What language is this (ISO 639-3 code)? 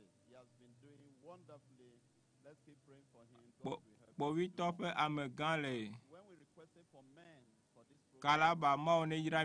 ewe